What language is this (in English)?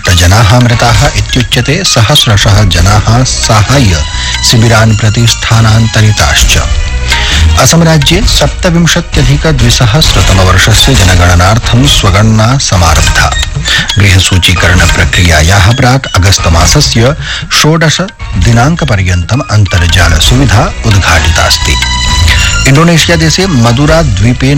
Sanskrit